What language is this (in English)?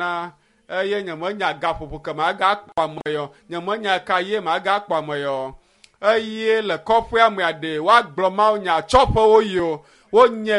Ewe